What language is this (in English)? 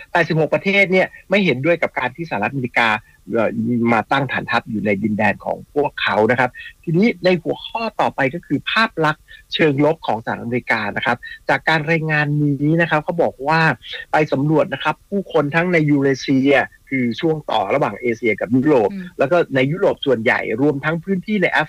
Thai